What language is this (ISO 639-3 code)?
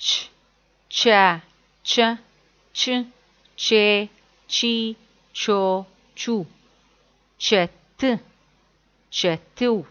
ady